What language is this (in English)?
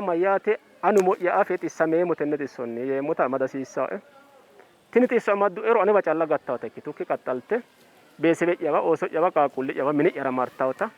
Sidamo